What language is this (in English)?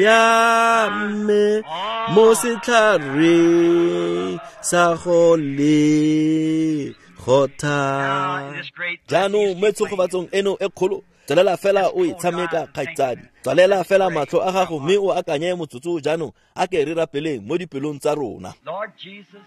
Tswana